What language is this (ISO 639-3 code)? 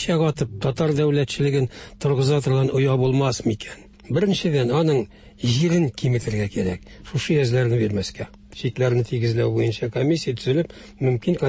tat